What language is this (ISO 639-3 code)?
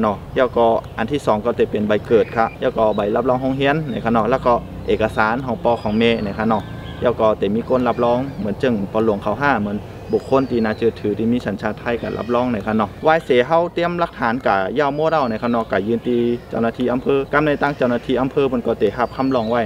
shn